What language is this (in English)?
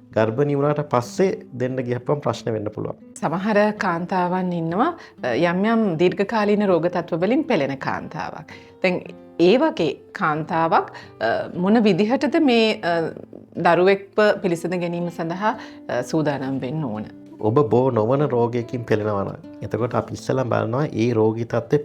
Sinhala